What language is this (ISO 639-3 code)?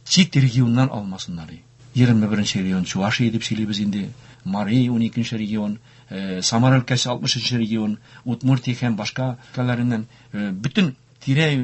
tat